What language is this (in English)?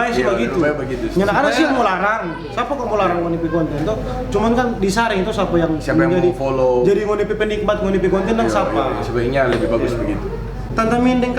Manado Malay